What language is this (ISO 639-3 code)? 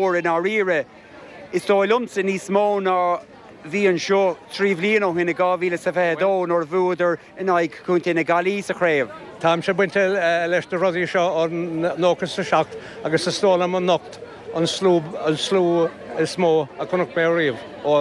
gle